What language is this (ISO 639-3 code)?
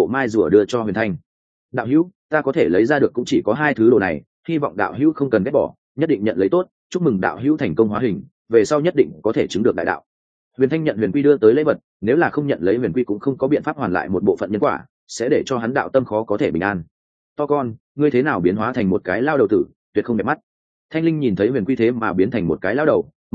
vie